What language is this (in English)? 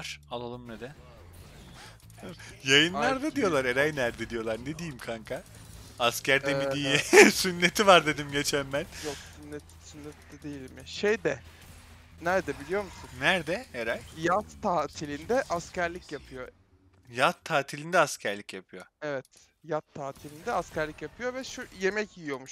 Turkish